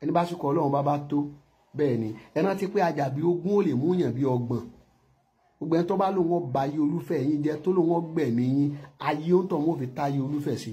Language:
Yoruba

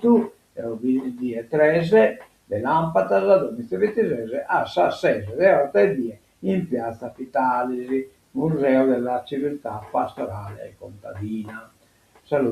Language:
Sardinian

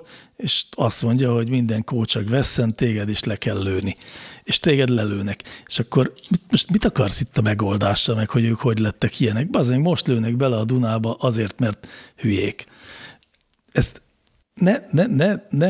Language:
Hungarian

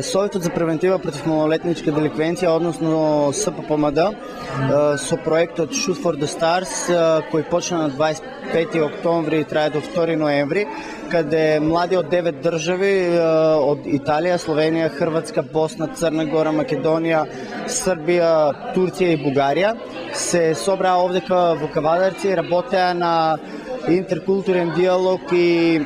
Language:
Macedonian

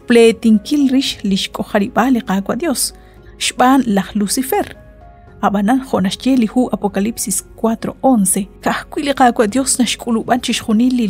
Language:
Kekchí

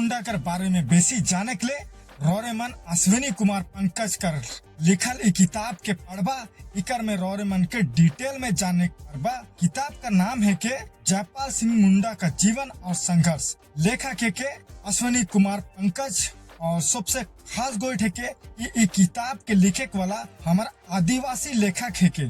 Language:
Sadri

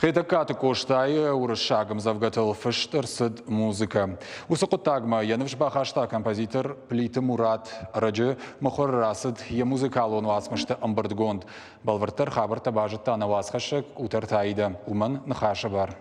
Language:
Ossetic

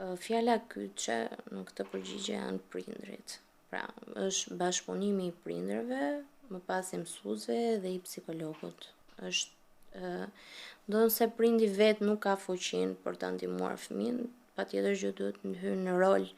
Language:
Albanian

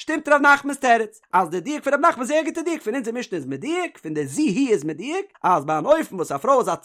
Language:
Yiddish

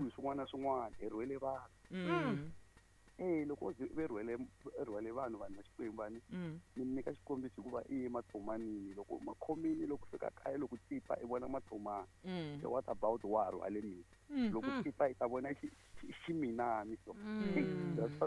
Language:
Tsonga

